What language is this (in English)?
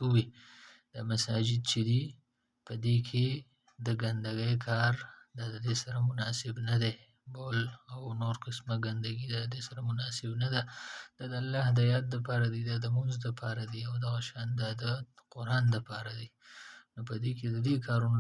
Pashto